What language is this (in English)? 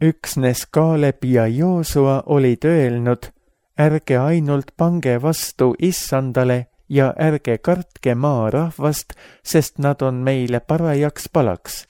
Estonian